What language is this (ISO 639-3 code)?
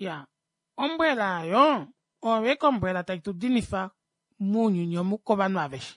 kua